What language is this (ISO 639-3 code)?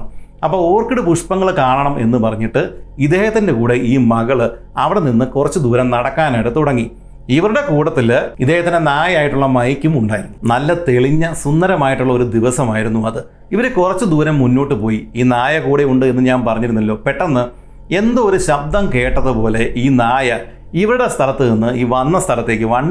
mal